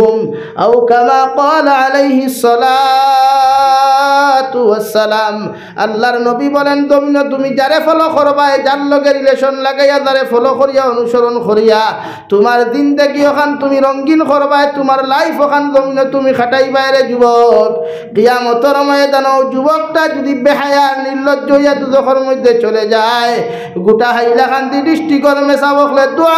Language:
Sylheti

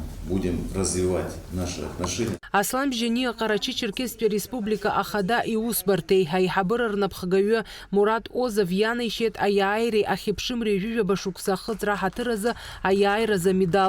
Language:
Abkhazian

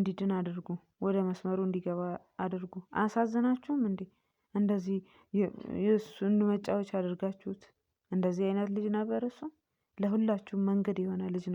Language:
Amharic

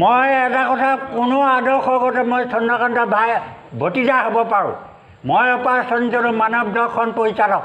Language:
Assamese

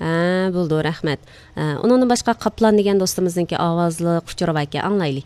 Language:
Uyghur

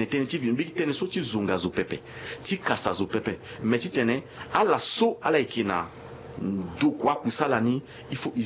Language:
Sango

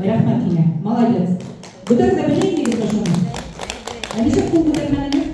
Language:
Bashkir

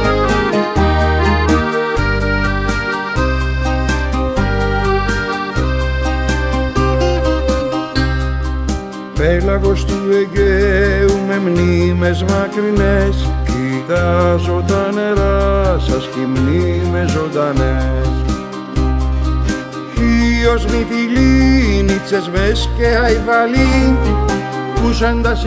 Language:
Greek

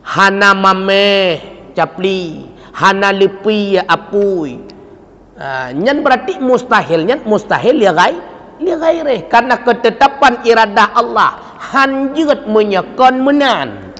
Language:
Achinese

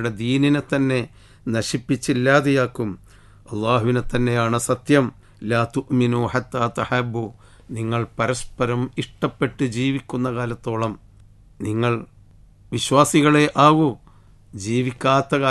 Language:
Malayalam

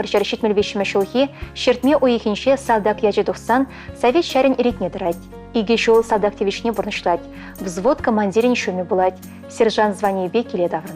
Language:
Chuvash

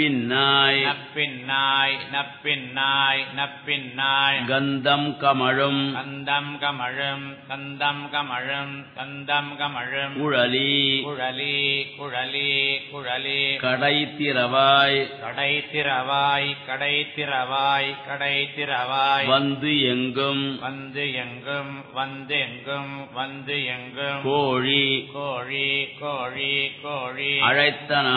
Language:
Tamil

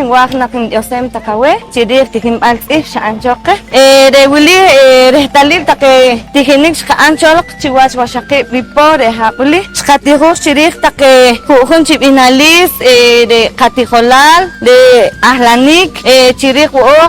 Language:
Poqomchi'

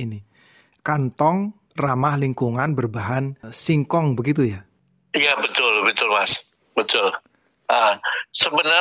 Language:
Indonesian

